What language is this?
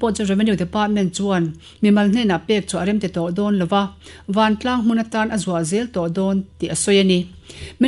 Mizo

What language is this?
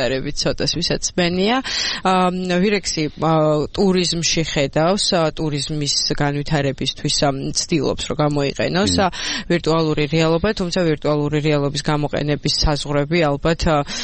Georgian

